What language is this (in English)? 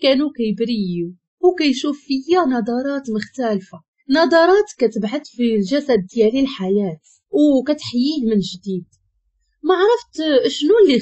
Moroccan Arabic